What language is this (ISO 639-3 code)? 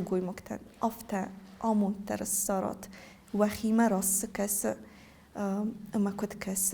oss